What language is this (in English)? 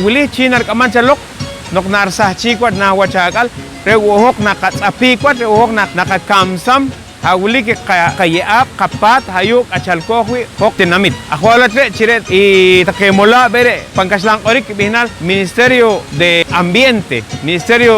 Poqomchi'